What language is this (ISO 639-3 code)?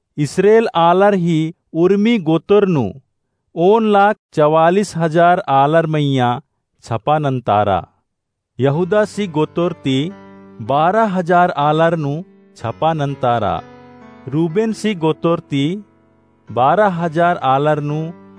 kru